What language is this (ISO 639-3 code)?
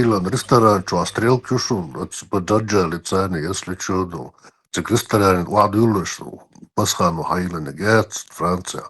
che